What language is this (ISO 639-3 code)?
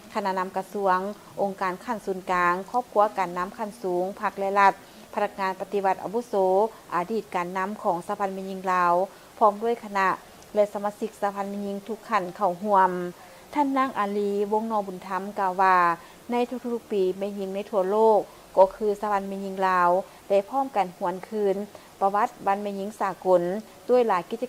lao